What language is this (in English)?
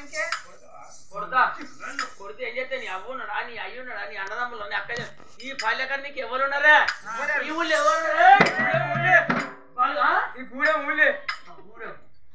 Telugu